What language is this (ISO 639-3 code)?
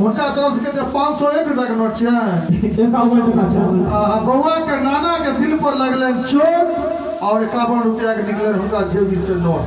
mai